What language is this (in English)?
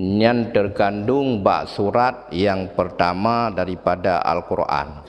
Achinese